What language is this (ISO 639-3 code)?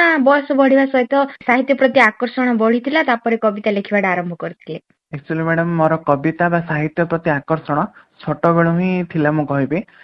ori